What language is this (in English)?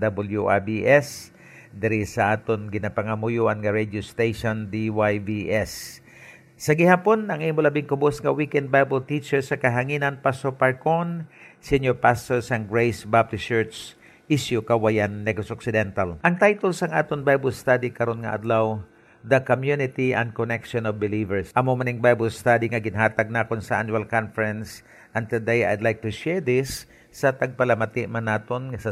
Hiligaynon